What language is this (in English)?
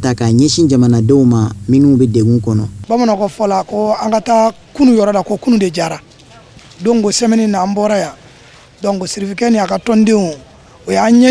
Bambara